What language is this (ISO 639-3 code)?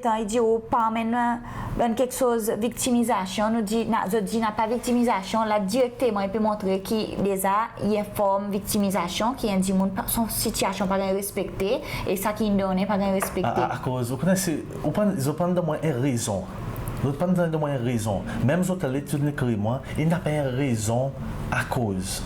crs